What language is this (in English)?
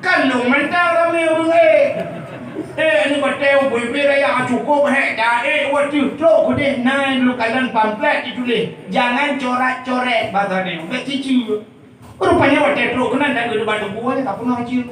Achinese